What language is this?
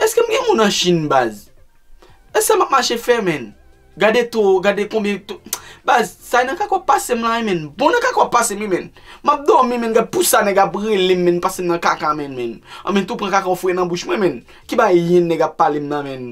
Haitian Creole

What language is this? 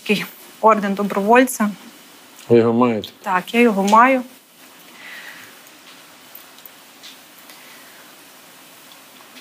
Ukrainian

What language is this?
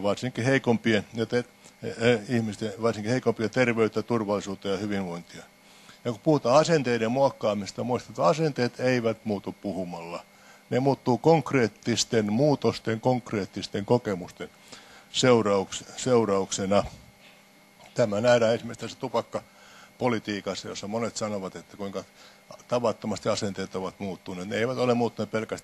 Finnish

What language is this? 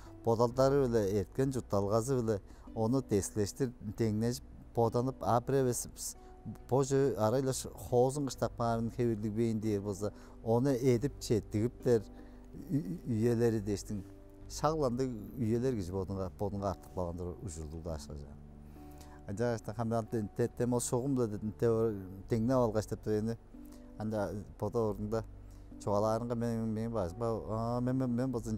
Tuvinian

